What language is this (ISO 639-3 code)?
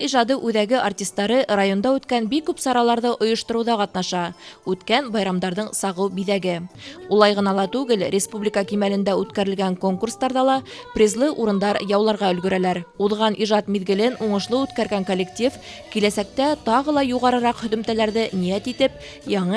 bak